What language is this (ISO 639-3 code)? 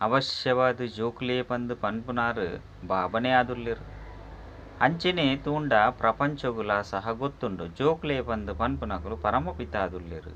tcy